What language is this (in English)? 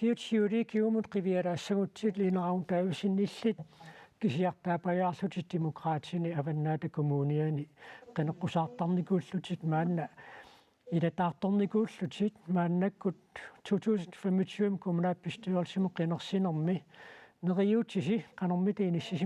Kalaallisut